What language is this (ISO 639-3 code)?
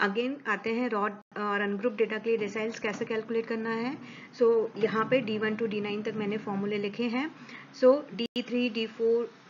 hin